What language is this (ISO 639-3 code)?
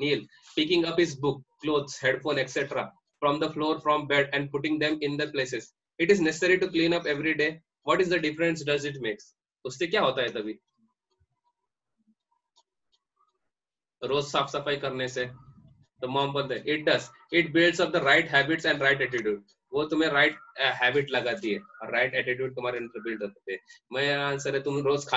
hin